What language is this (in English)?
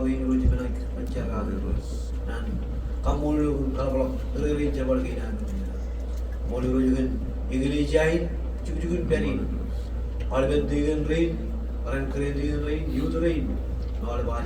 Marshallese